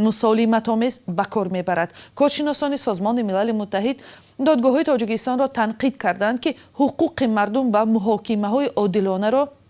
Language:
Tajik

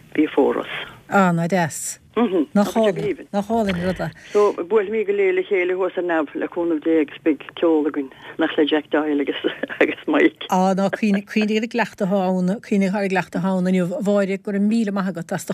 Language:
Irish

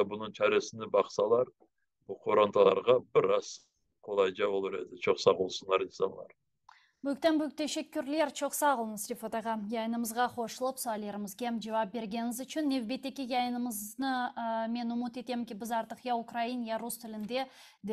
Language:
Crimean Tatar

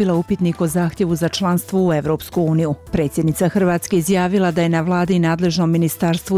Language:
Bosnian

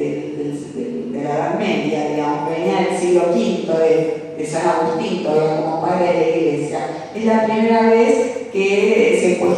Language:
Ladino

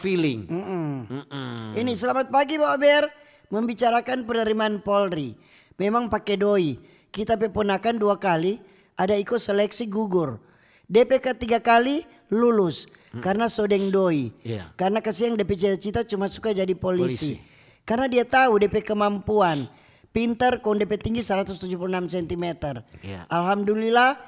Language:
Manado Malay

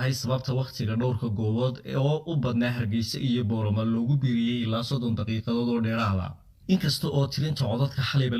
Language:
Somali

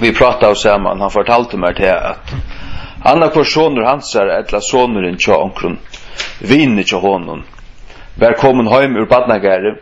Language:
Faroese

